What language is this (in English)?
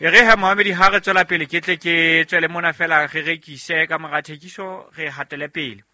Southern Sotho